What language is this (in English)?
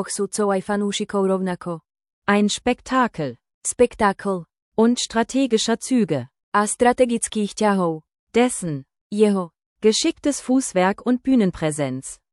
Slovak